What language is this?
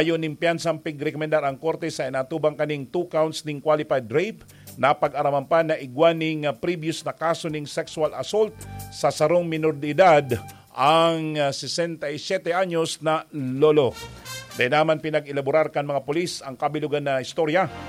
Bikol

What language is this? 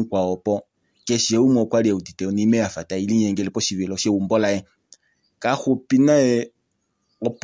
Kuanyama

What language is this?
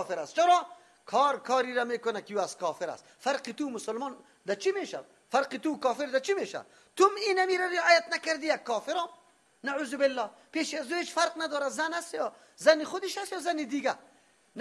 Persian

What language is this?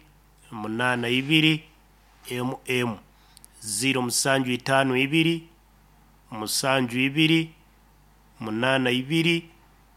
Nyoro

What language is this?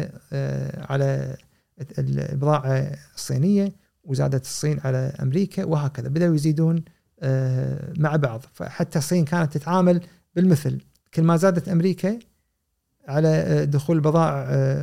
Gulf Arabic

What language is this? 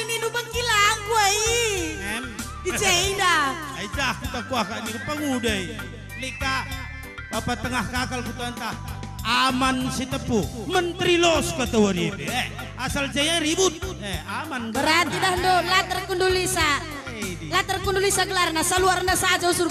Batak Karo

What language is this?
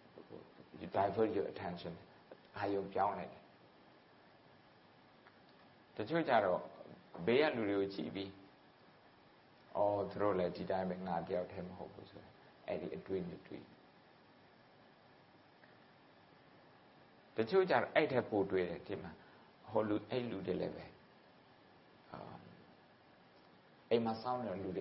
Burmese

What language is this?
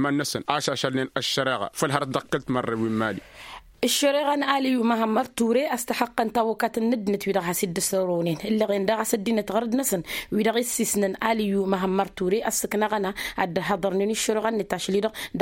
Tamasheq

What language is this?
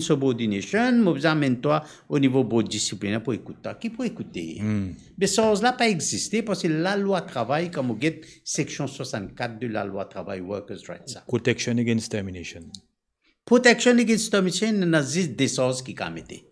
Morisyen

